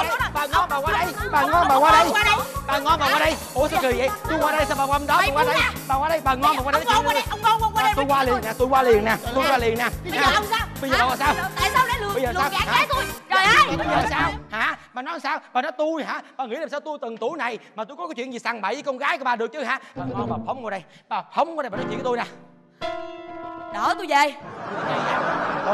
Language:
Vietnamese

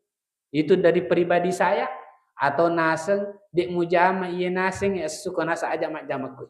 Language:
Buginese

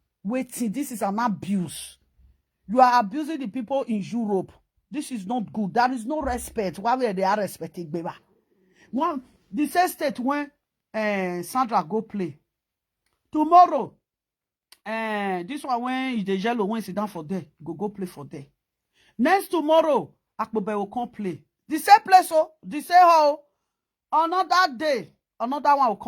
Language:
Nigerian Pidgin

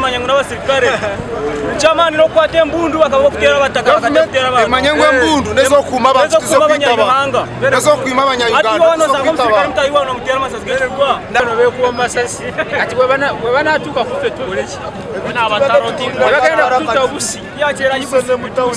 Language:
Nyankole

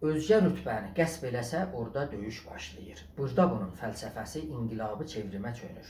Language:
South Azerbaijani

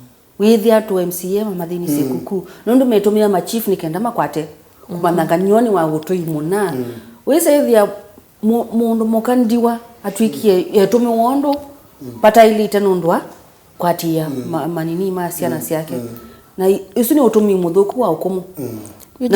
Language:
Kamba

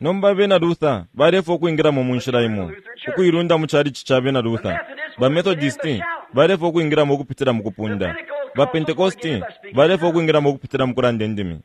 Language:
Bemba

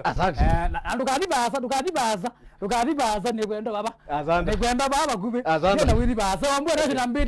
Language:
Kamba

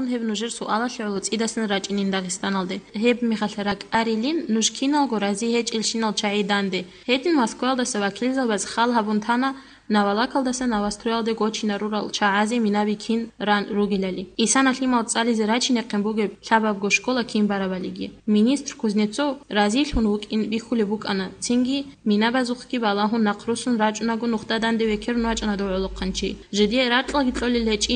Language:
Avaric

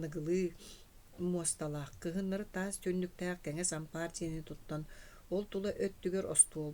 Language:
Yakut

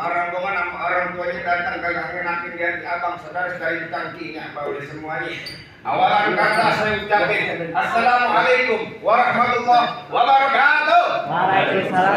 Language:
Betawi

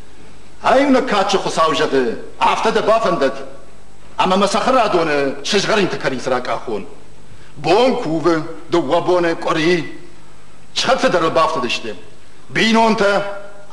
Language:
Ossetic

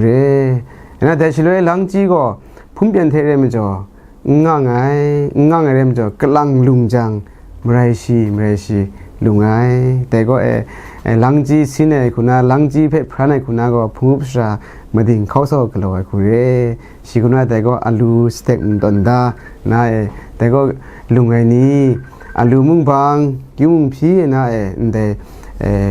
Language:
Kachin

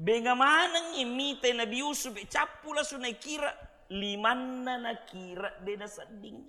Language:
Buginese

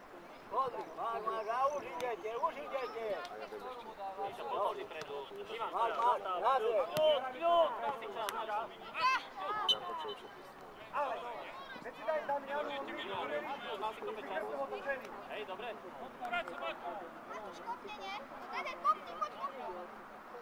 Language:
Slovak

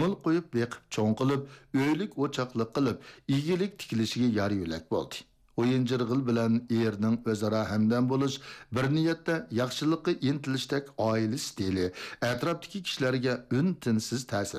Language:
Uyghur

